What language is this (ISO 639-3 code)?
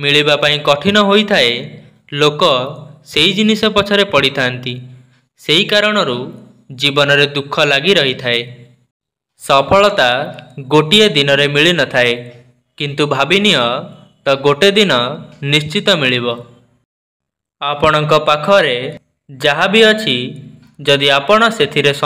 ori